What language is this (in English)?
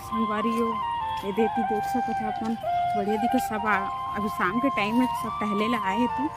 Chhattisgarhi